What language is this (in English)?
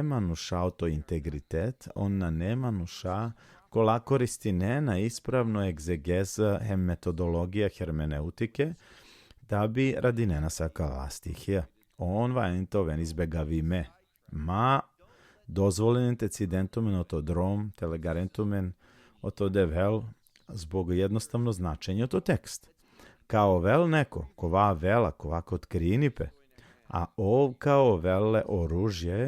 Balkan Romani